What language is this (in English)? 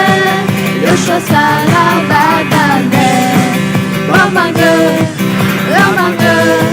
Akha